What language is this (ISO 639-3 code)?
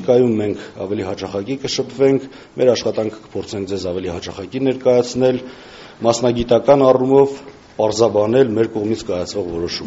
hye